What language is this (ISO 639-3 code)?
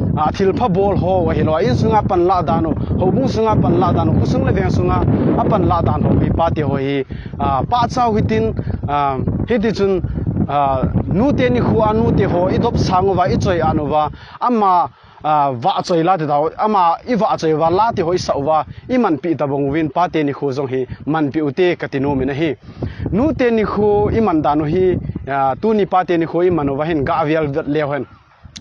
tcz